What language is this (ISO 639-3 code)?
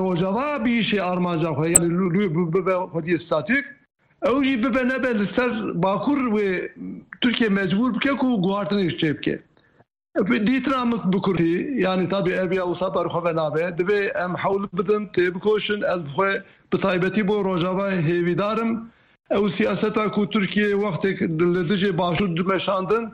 kur